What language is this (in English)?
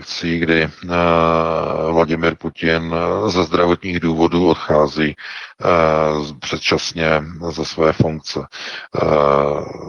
Czech